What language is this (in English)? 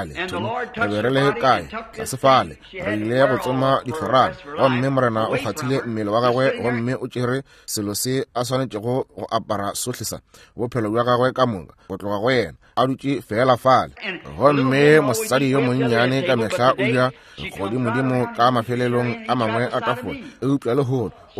Northern Sotho